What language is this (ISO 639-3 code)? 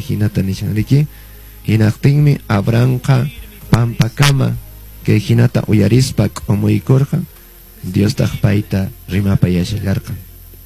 que